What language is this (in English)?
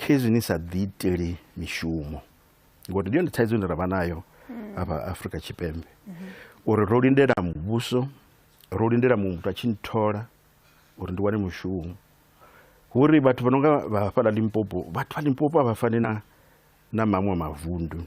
Venda